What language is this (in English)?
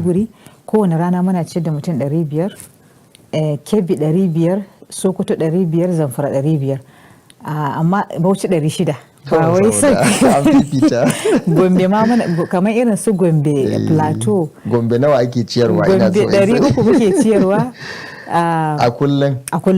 Hausa